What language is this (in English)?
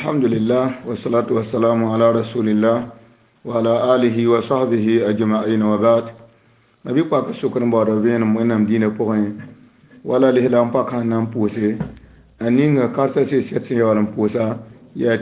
Mossi